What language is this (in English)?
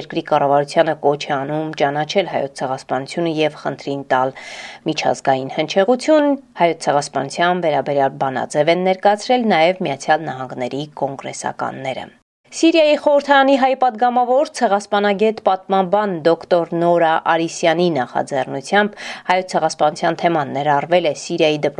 Armenian